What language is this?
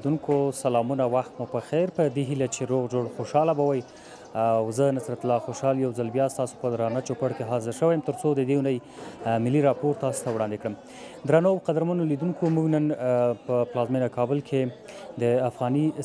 Pashto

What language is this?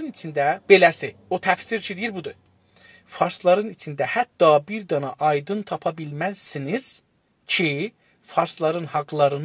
South Azerbaijani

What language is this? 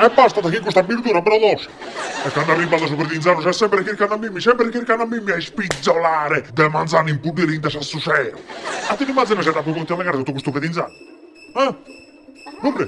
Sardinian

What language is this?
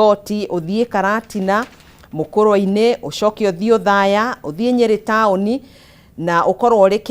Kikuyu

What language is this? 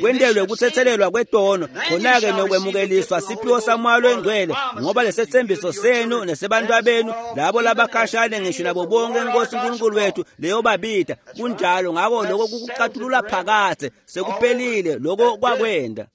Swati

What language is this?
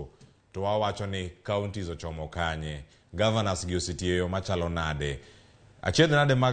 Luo (Kenya and Tanzania)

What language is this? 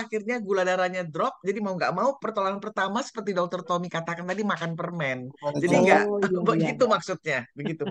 Indonesian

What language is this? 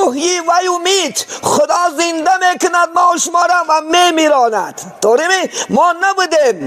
Tajik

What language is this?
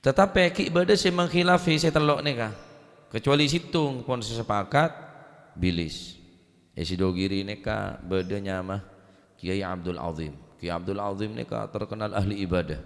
Madurese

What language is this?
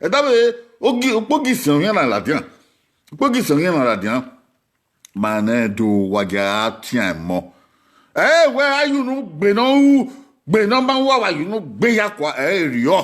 Bini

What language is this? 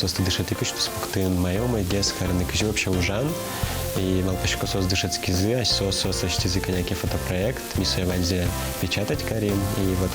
Udmurt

